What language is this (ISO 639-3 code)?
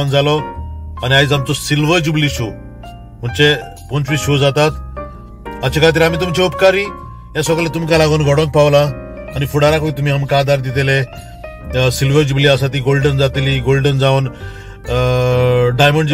kok